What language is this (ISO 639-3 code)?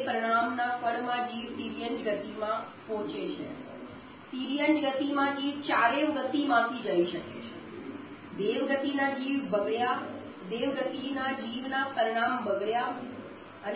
guj